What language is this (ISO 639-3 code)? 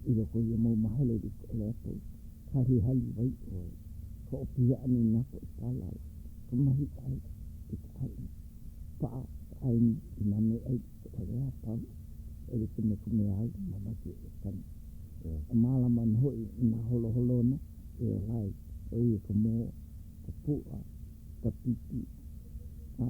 haw